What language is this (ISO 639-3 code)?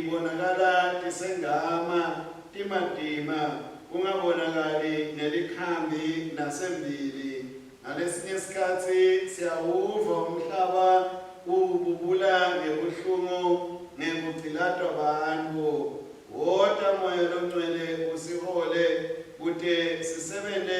ssw